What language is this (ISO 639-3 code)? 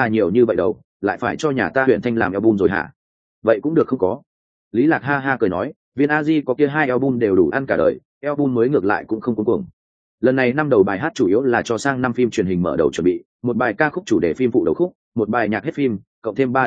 vie